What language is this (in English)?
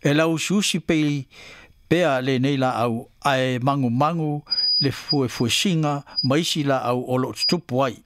Samoan